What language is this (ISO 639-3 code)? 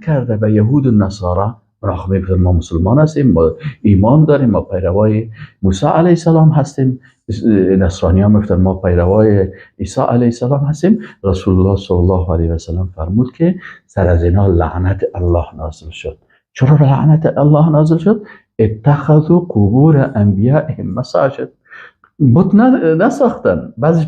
fas